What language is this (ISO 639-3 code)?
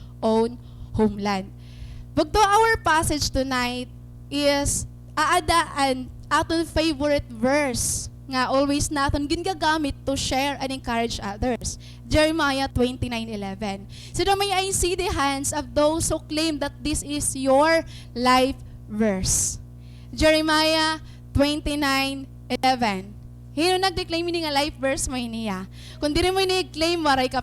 war